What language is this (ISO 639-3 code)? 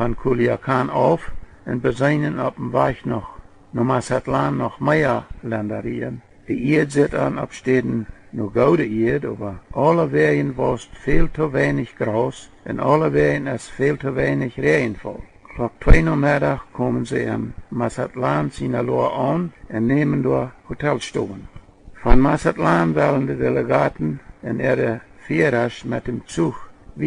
pdt